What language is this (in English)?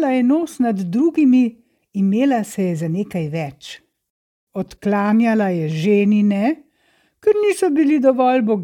Slovenian